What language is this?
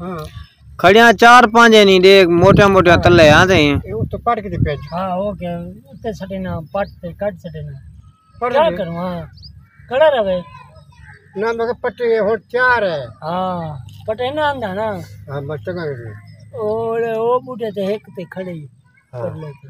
Saraiki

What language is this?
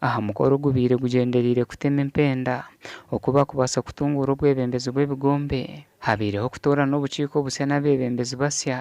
Nyankole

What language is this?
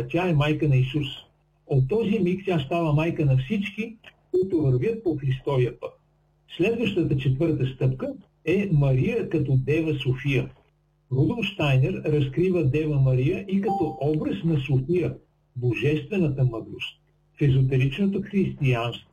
Bulgarian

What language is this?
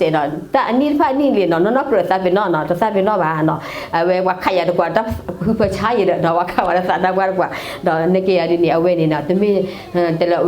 S'gaw Karen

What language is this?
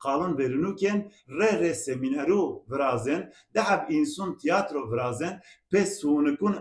Zaza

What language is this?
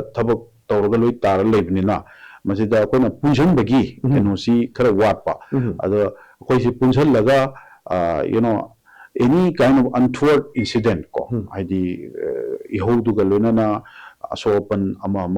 Manipuri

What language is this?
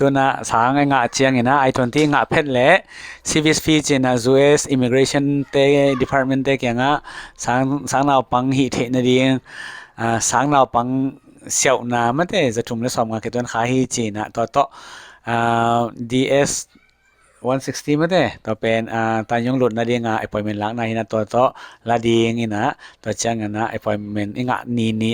Tedim Chin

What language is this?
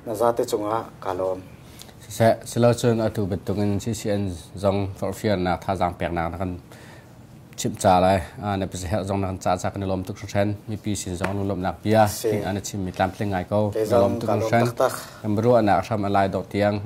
Hakha Chin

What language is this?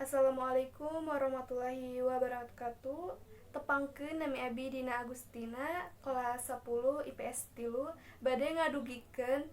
Sundanese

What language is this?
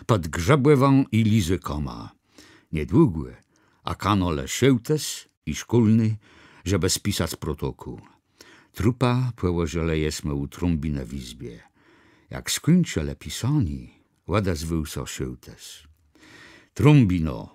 Kashubian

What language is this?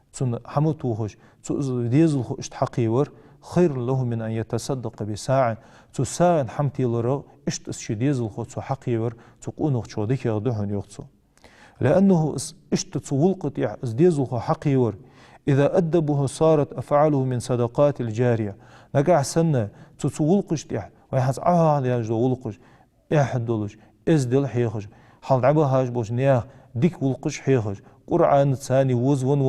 Ingush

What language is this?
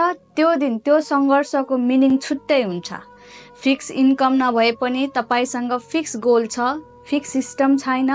Nepali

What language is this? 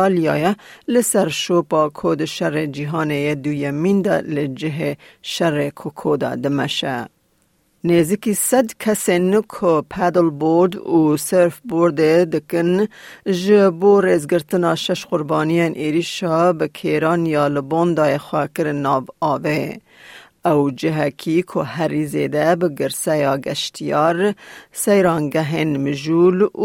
Kurdish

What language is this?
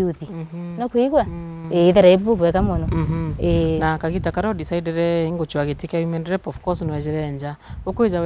Meru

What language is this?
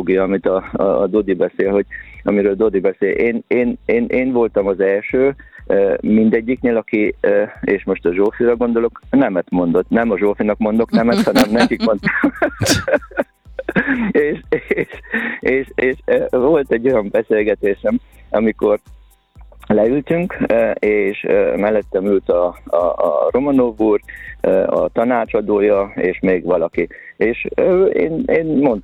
Hungarian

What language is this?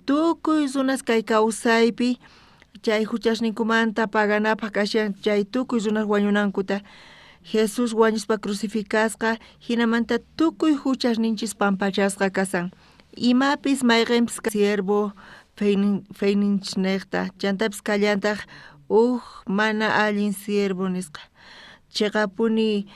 South Bolivian Quechua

